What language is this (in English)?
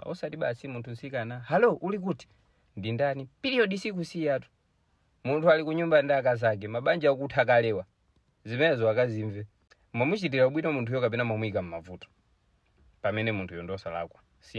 Nyanja